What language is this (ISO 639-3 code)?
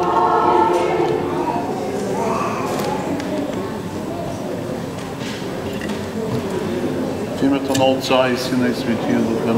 bul